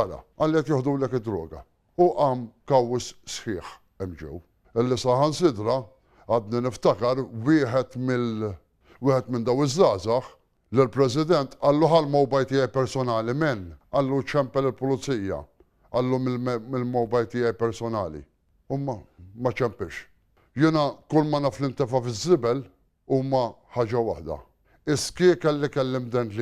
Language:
Maltese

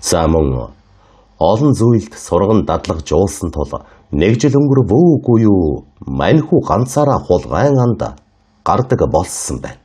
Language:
Mongolian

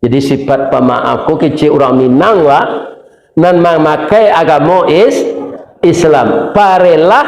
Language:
Minangkabau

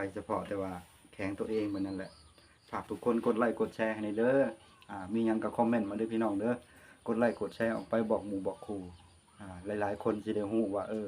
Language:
Lao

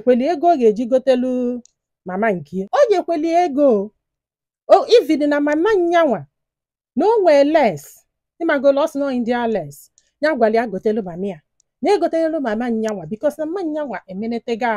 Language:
Igbo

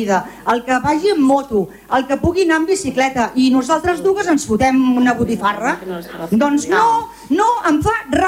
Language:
Catalan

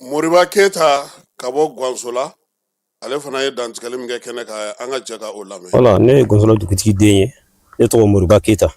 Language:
Bambara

